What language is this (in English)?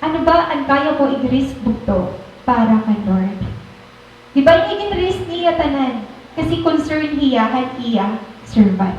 Waray